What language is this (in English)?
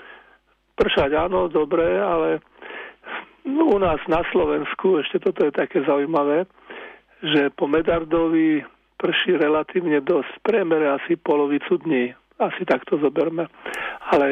Slovak